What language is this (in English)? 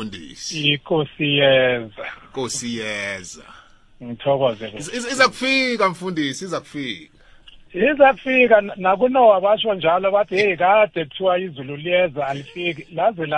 South Ndebele